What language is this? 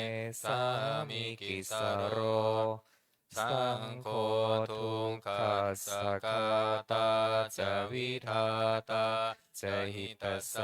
Pali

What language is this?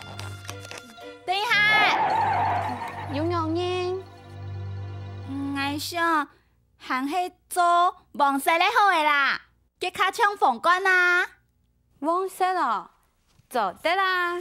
Hakka Chinese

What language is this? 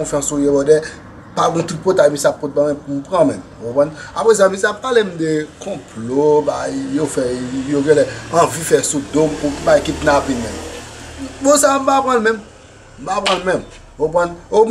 Haitian Creole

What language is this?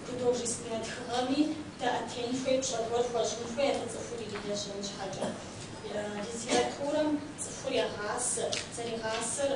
Kabardian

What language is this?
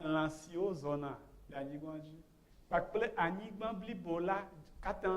Ewe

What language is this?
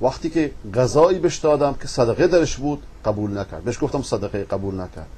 Persian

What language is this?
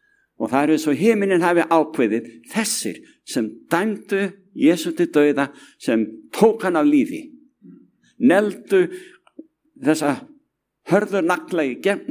Icelandic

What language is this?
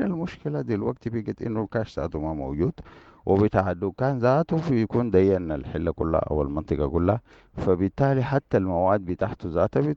Sudanese Arabic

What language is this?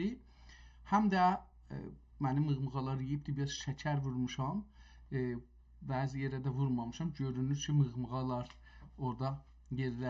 South Azerbaijani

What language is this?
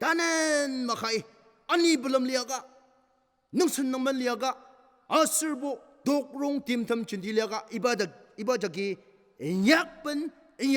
Ao Naga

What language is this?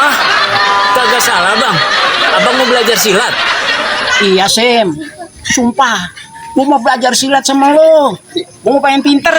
Betawi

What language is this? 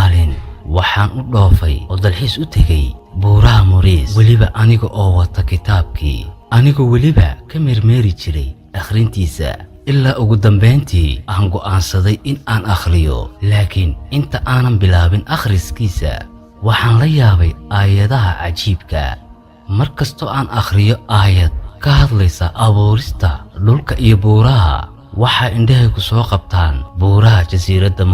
Somali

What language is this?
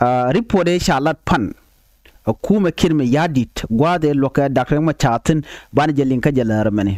Nuer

